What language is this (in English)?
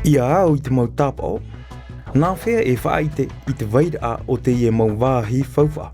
Tahitian